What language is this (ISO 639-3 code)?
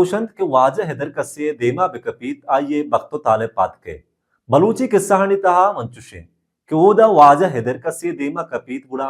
bal